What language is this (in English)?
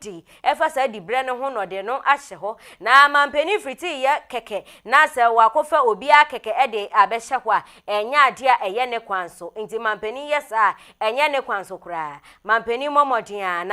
Akan